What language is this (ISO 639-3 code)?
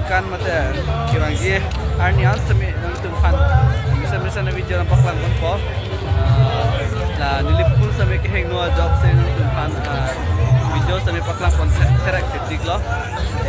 mjw